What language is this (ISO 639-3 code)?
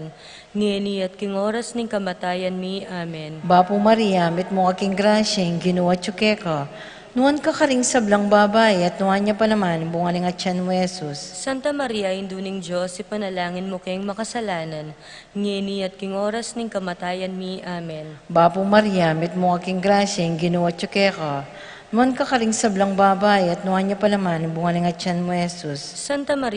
pam